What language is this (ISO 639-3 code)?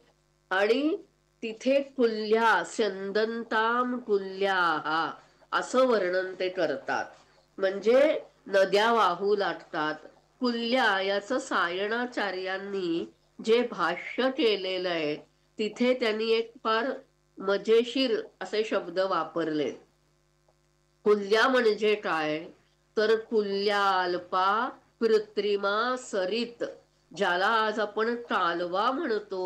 mar